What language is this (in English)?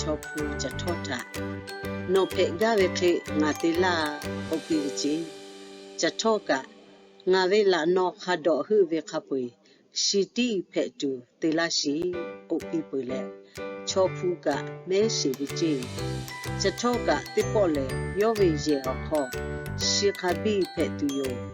Lahu